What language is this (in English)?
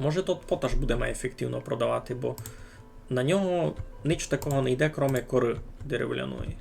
Rusyn